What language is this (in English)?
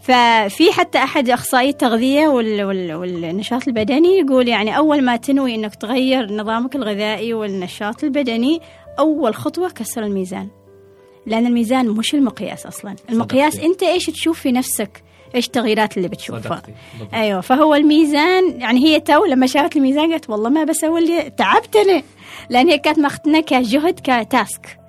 Gulf Arabic